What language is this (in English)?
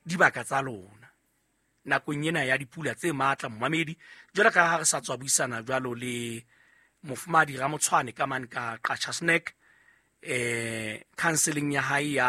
Southern Sotho